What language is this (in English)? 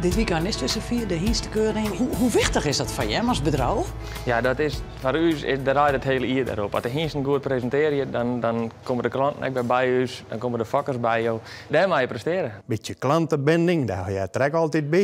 Western Frisian